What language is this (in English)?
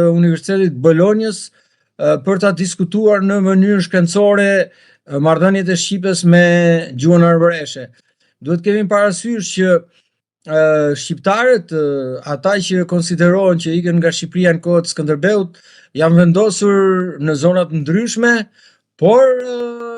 Albanian